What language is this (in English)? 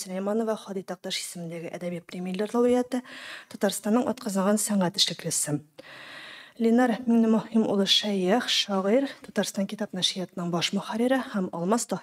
Tatar